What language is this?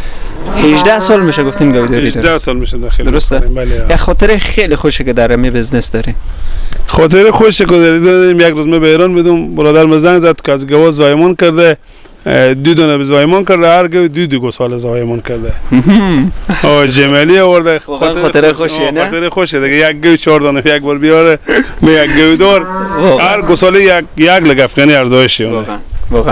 Persian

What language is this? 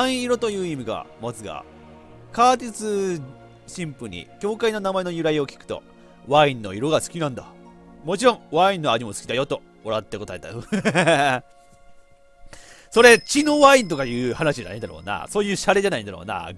Japanese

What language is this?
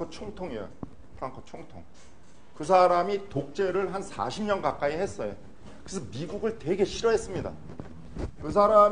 Korean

